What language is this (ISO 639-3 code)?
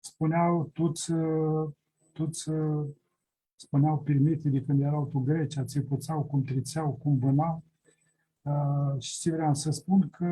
rup